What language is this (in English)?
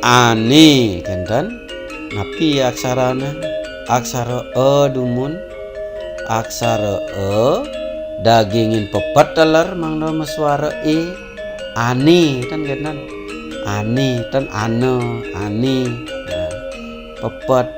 Balinese